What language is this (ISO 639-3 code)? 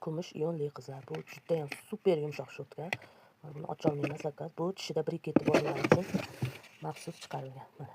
uzb